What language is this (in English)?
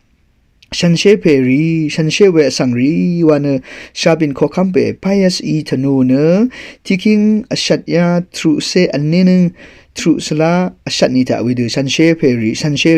Rawang